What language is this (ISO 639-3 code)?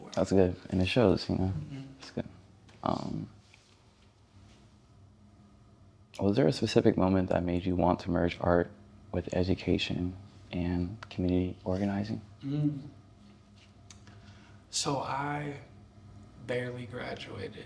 eng